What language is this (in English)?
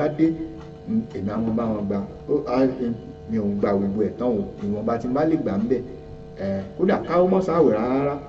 Yoruba